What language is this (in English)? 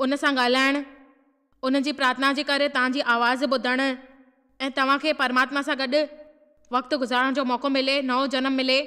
Sindhi